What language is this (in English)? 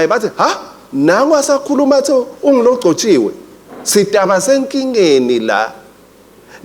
Swati